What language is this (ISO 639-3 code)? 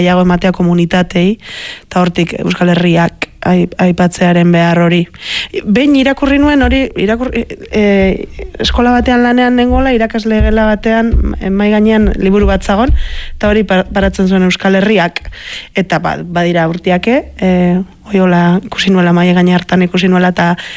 eus